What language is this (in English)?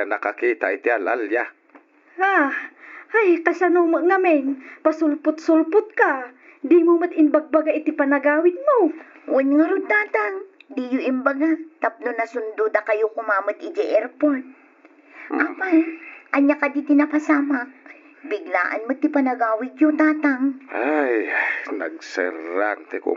Iloko